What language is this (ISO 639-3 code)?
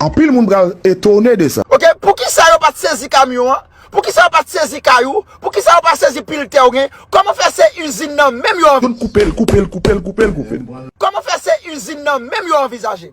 hat